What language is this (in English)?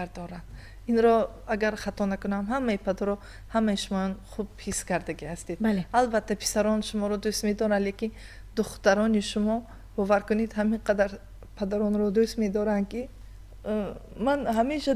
Tajik